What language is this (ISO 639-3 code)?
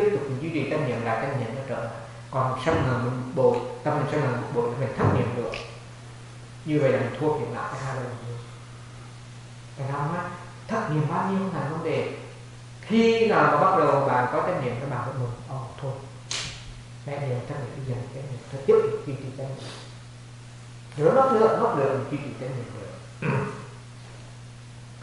vie